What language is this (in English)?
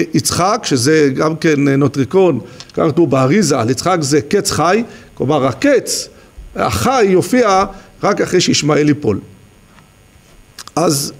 Hebrew